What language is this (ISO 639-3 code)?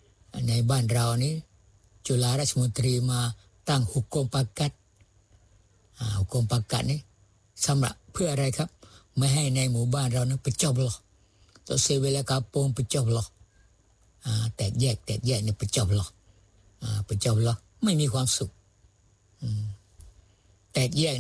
tha